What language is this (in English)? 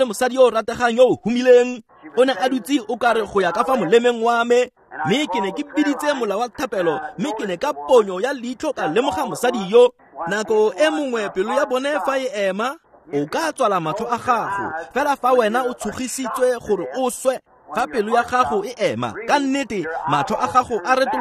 Tswana